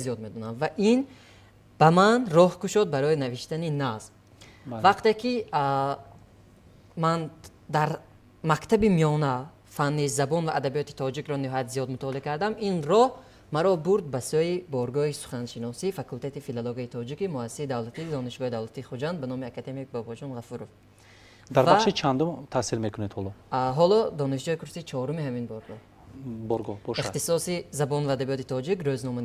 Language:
Tajik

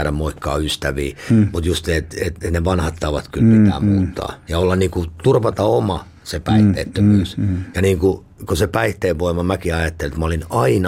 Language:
Finnish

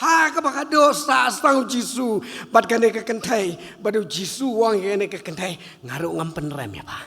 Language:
Khasi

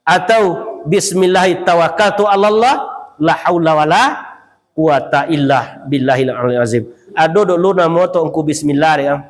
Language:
Minangkabau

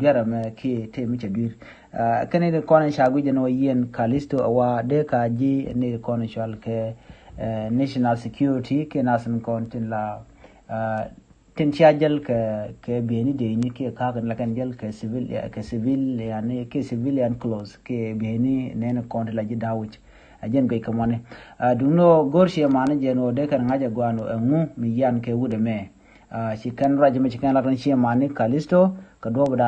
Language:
Nuer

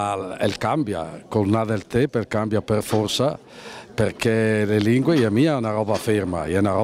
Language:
Lombard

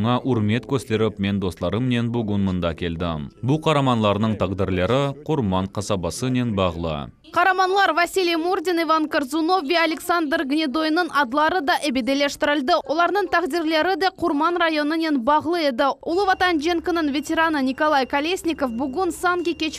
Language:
Crimean Tatar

